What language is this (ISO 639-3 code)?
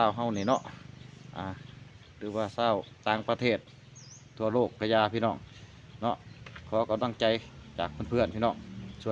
lao